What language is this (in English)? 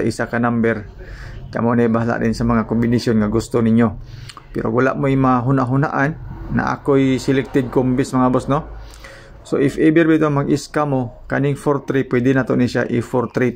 Cebuano